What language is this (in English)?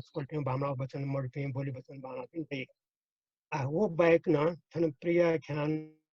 Newari